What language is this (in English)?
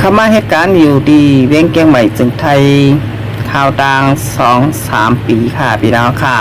Shan